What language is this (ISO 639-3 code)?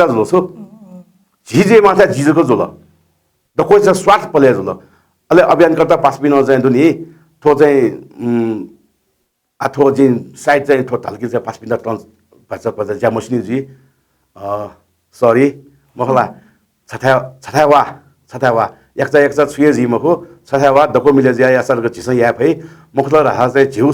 new